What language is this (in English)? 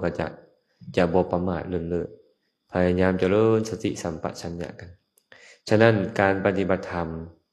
Lao